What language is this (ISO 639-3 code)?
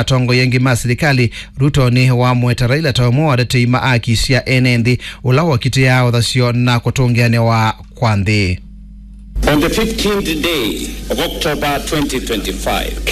kam